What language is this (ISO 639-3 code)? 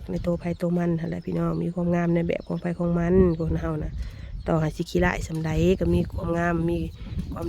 tts